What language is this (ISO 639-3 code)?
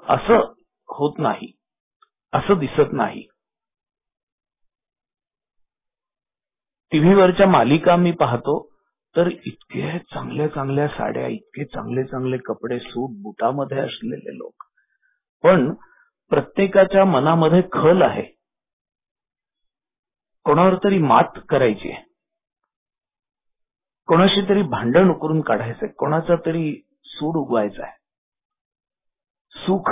mar